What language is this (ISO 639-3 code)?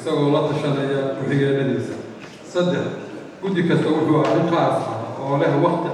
som